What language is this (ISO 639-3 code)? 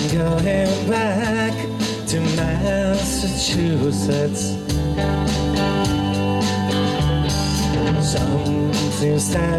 eng